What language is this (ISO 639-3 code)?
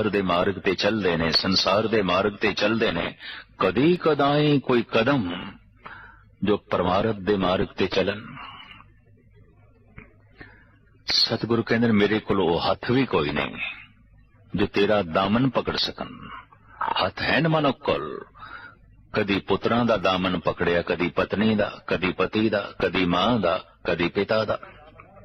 pan